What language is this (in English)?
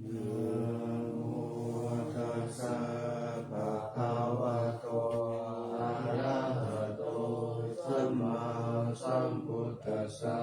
Pali